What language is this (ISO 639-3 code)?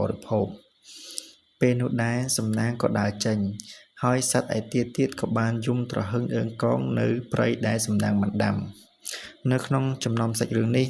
khm